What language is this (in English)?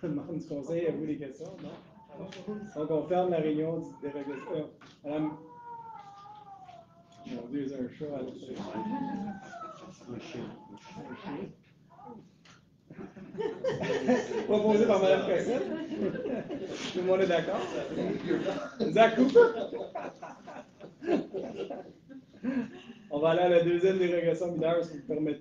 French